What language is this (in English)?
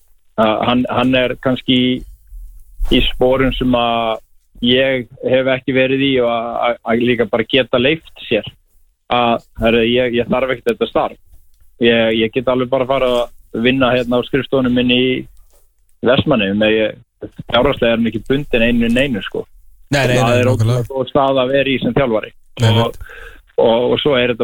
Icelandic